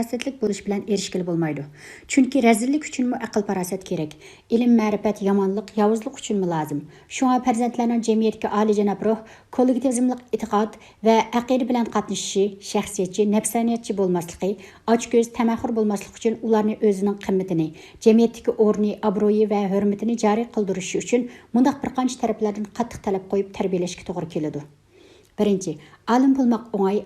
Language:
Uyghur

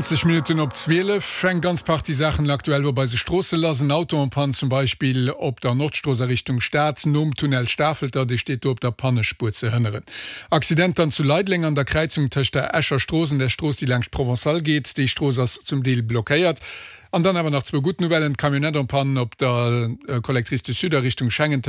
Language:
Luxembourgish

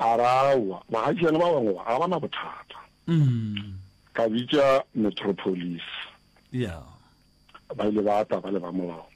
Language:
Northern Sotho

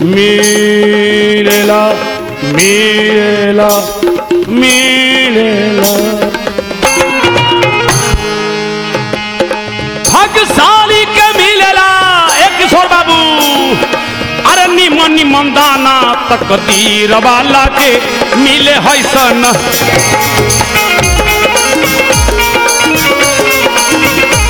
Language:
Bhojpuri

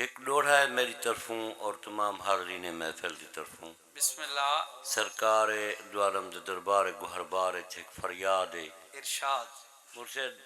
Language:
Saraiki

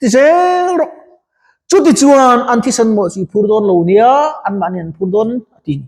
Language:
Mizo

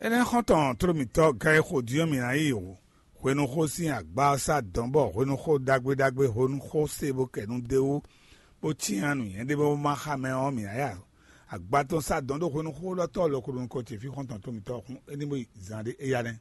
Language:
Fon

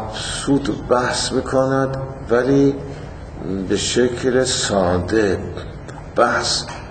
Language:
Persian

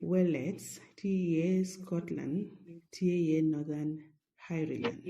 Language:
Acoli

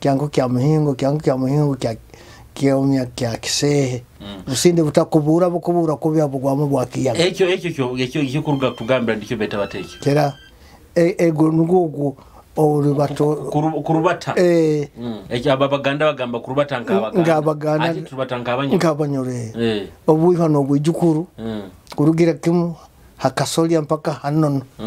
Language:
Nyoro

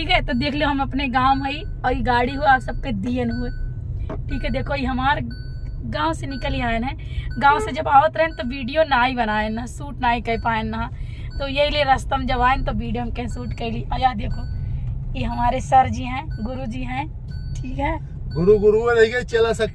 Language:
Awadhi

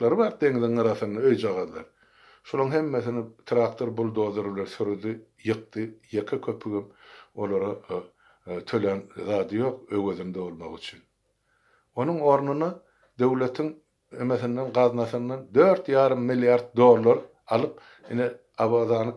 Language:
Turkmen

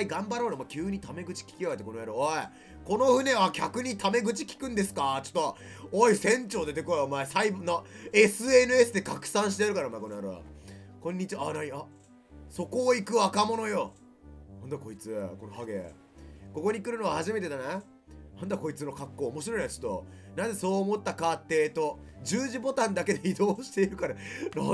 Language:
Japanese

